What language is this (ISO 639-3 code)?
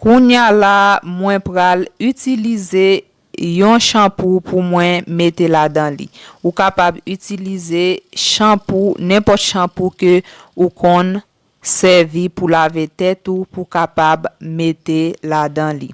hat